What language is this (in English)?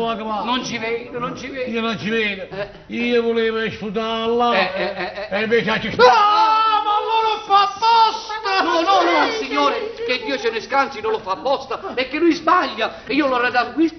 Neapolitan